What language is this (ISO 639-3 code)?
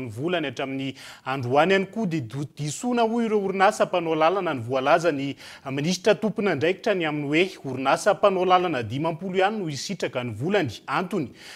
mlg